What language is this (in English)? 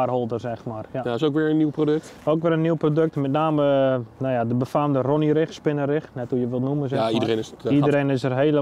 Dutch